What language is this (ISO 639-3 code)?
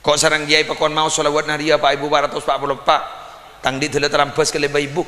mad